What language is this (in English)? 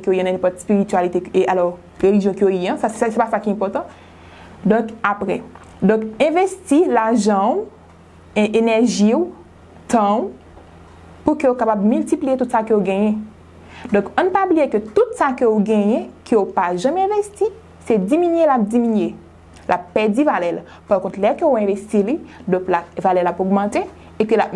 Haitian Creole